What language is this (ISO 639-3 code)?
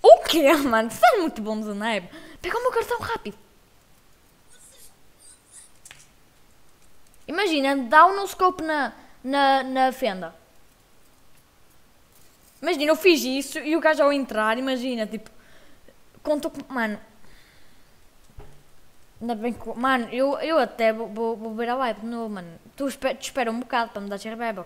por